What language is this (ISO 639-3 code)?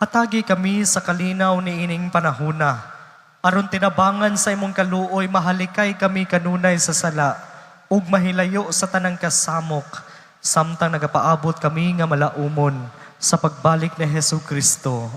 ceb